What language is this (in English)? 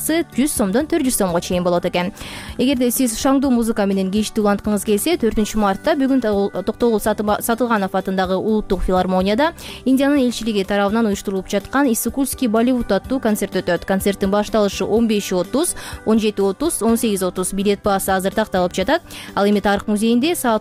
Kyrgyz